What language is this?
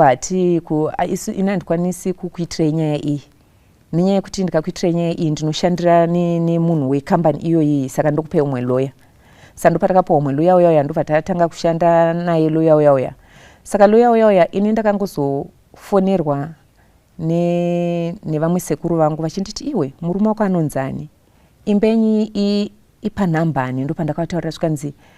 Shona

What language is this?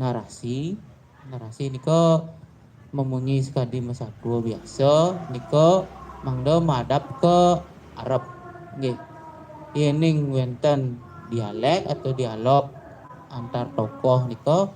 Balinese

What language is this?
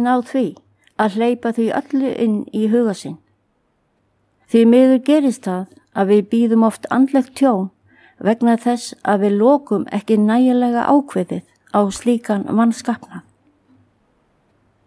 Icelandic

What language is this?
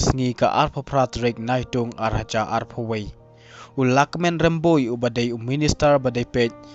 Khasi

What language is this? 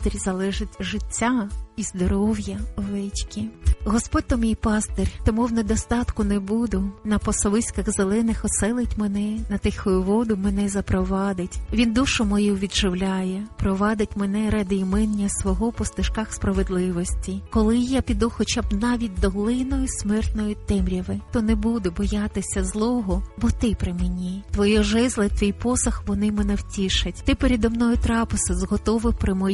Ukrainian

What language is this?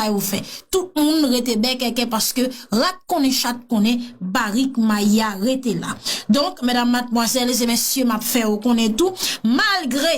Haitian Creole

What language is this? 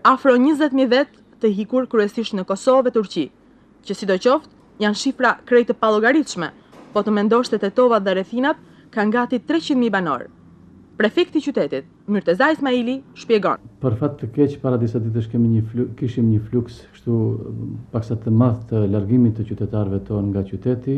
Albanian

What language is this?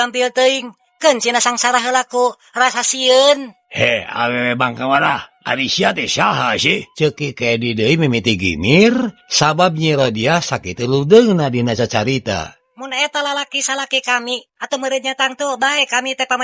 Sundanese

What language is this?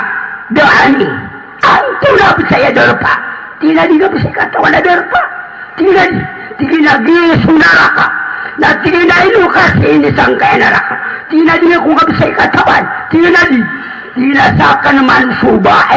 Maranao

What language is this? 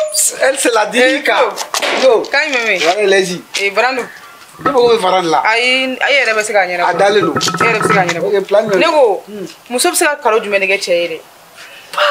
Bambara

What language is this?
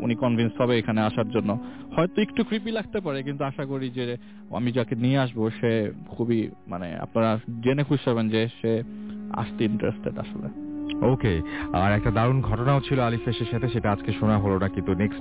Bangla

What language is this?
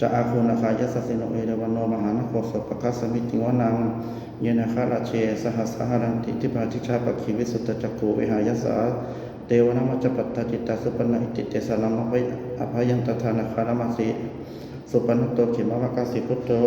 Pali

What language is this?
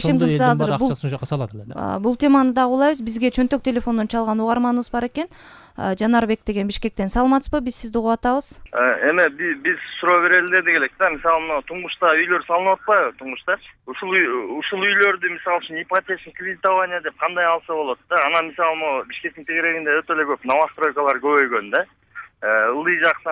Kyrgyz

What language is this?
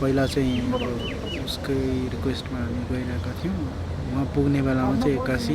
Nepali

